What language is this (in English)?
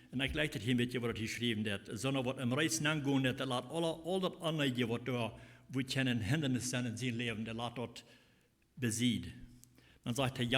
Plautdietsch